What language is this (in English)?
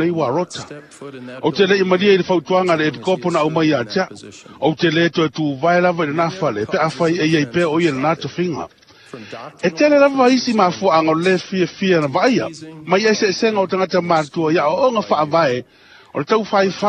Samoan